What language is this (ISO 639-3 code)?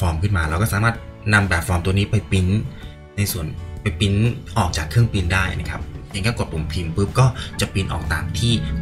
tha